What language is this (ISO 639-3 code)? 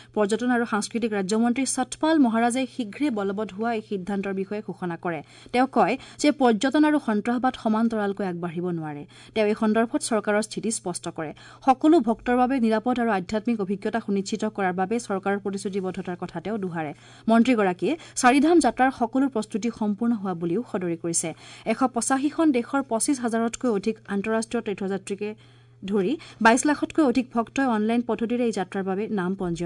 asm